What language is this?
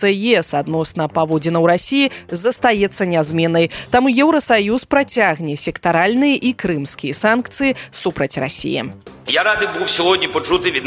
Belarusian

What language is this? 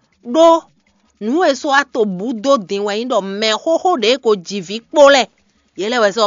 Fon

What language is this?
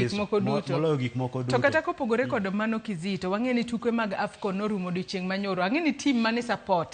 Luo (Kenya and Tanzania)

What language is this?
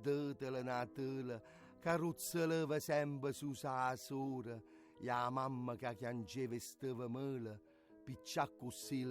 Neapolitan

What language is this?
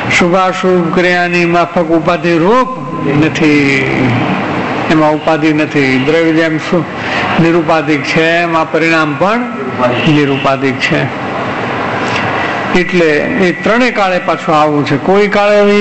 Gujarati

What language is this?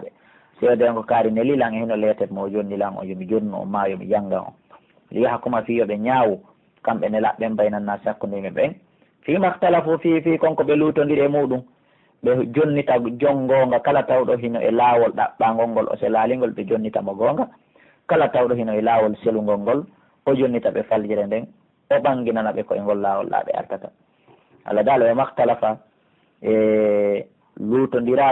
Pular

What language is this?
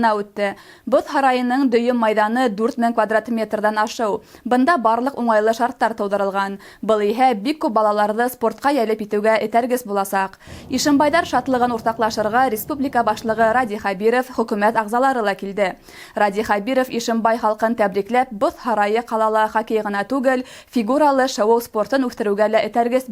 Bashkir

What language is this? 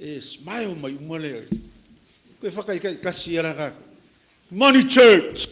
Samoan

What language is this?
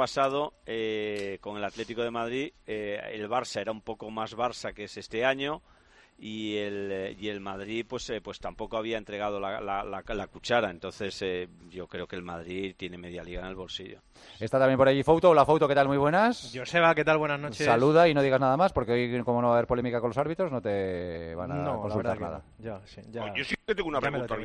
Spanish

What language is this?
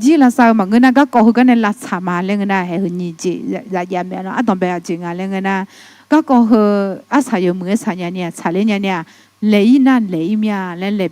Akha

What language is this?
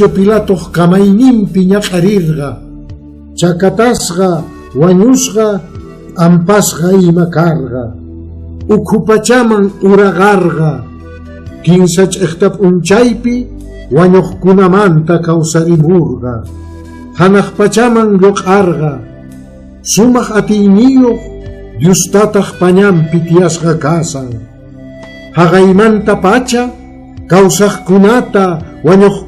Quechua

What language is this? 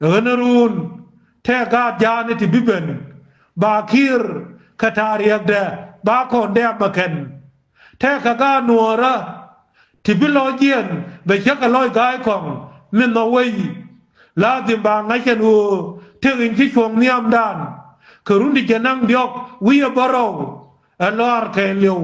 Nuer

